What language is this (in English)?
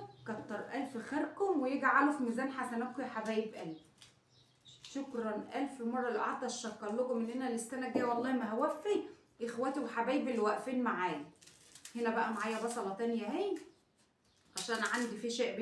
Egyptian Arabic